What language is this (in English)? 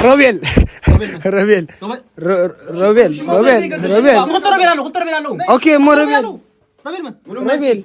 Tigrinya